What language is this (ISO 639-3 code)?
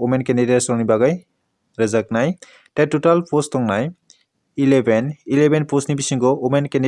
trp